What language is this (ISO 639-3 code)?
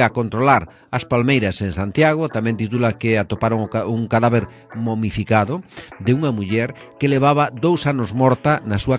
glg